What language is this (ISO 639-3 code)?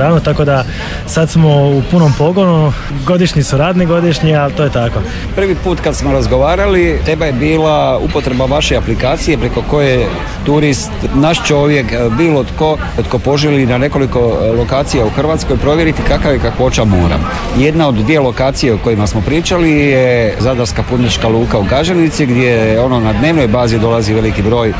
hrv